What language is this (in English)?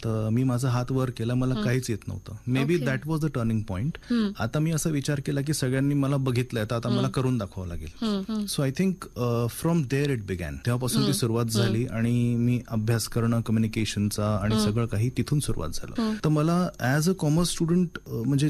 Marathi